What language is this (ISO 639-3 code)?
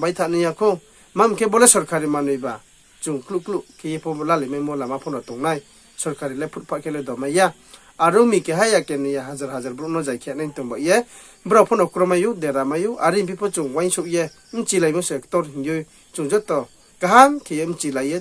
ria